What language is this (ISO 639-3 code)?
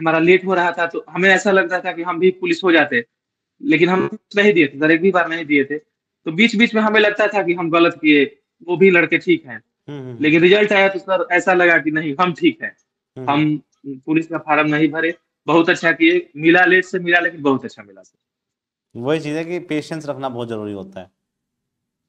hin